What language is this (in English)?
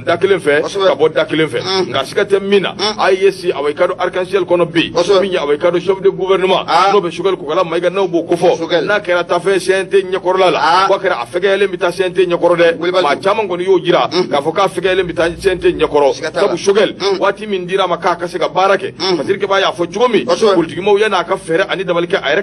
Bambara